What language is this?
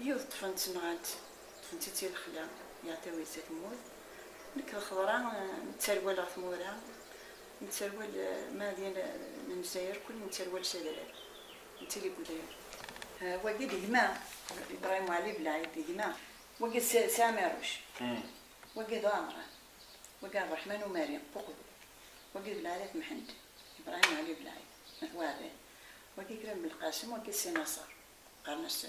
Kabyle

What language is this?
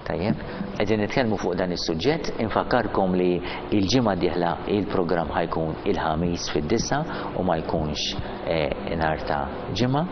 Maltese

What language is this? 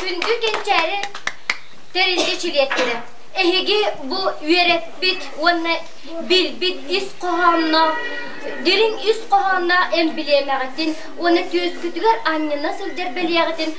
Yakut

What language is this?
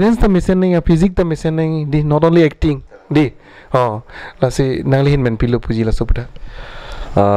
Karbi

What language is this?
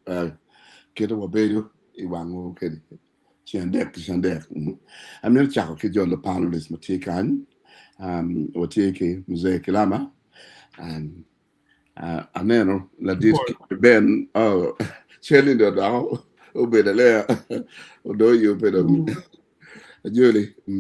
Acoli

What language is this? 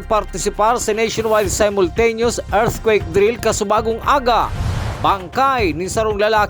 Bikol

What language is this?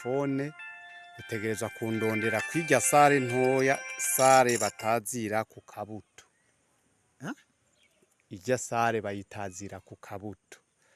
Rundi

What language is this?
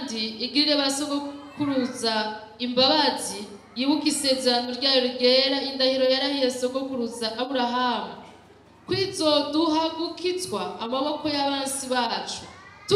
Rundi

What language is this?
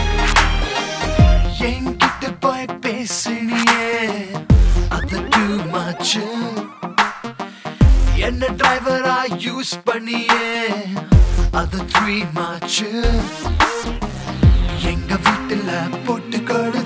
Tamil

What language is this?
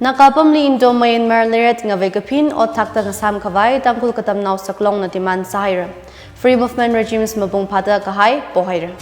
Tangkhul Naga (India)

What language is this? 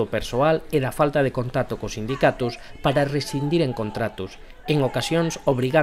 Galician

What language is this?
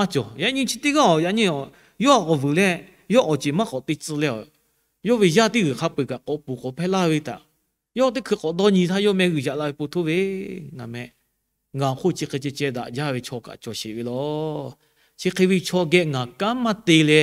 Lahu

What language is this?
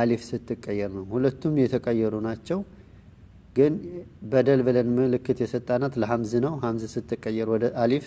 Amharic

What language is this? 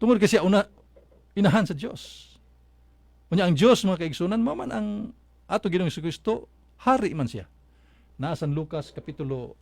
Cebuano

